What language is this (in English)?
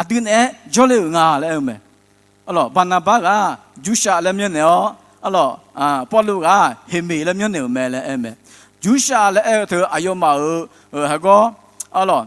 Akha